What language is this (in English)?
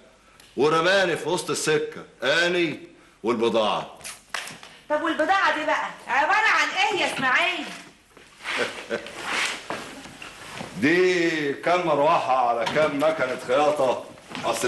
Egyptian Arabic